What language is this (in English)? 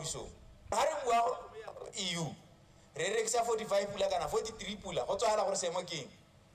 Tswana